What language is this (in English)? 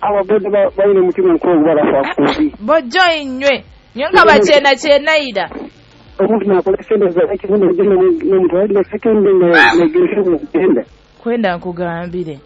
Nyoro